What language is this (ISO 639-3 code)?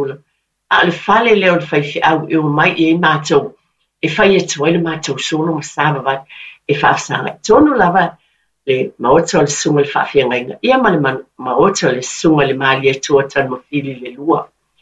smo